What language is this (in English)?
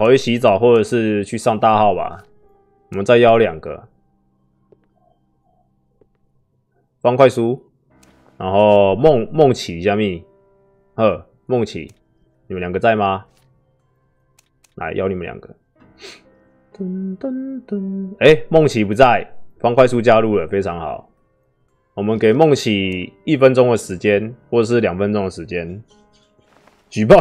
Chinese